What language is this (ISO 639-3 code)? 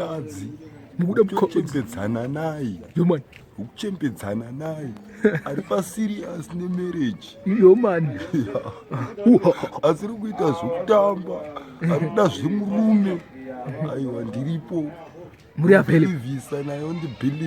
sna